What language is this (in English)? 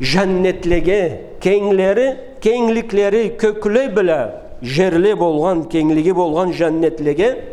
Karachay-Balkar